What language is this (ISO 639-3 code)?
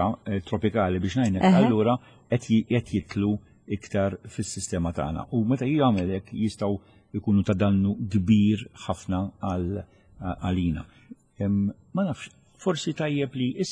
mlt